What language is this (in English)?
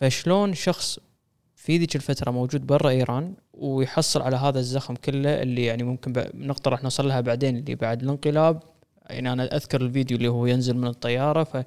Gulf Arabic